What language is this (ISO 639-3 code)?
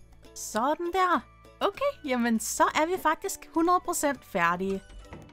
dan